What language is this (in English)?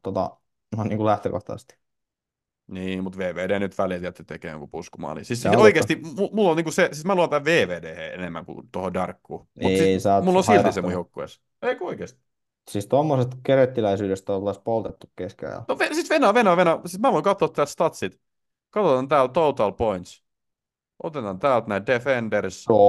Finnish